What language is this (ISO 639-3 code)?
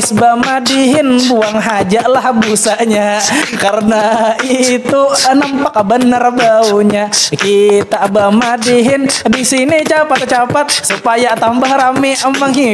bjn